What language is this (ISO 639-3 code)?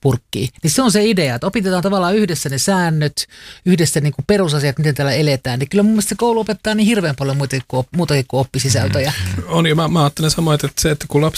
fin